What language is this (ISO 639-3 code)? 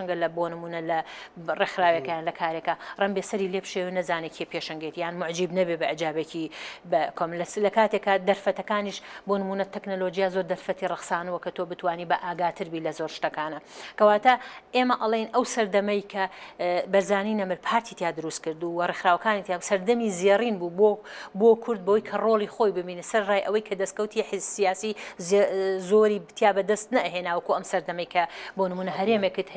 ckb